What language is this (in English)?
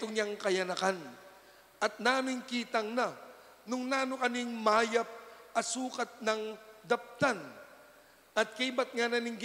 Pampanga